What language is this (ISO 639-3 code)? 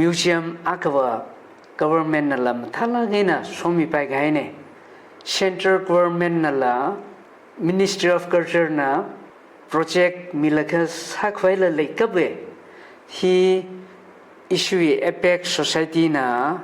nmf